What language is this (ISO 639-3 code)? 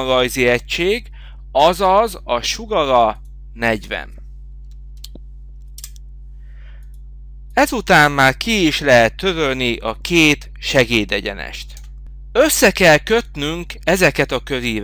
hun